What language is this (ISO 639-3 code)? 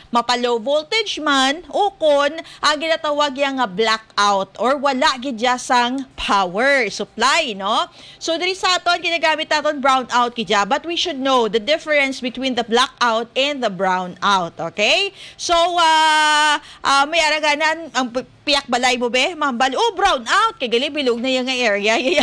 hil